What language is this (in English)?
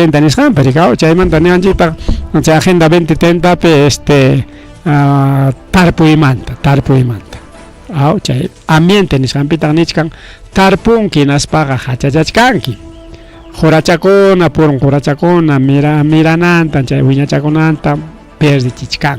Ayacucho Quechua